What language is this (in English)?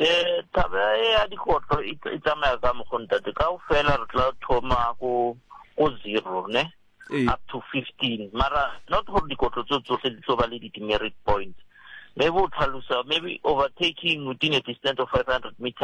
Southern Sotho